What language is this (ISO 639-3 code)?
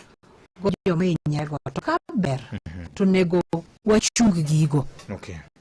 luo